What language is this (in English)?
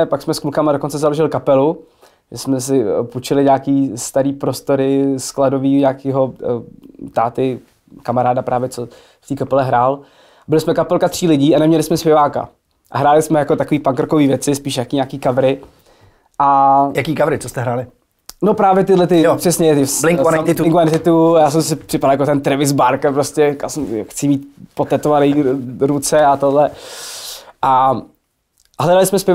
Czech